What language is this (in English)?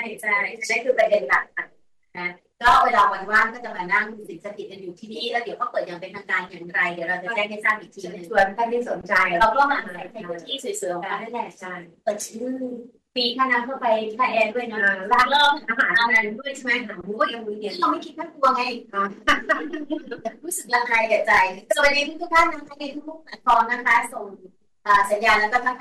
Thai